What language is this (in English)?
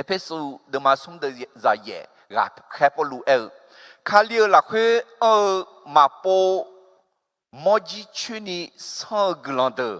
Akha